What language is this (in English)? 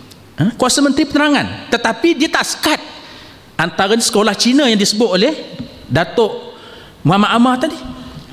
Malay